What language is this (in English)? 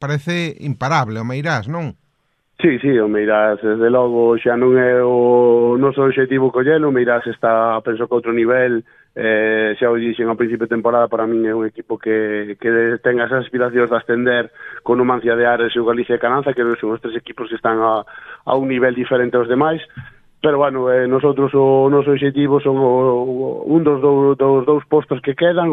Galician